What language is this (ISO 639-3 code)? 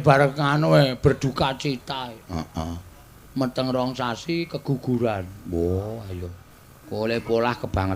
jav